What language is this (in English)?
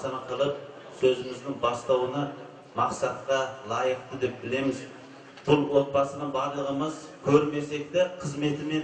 Kazakh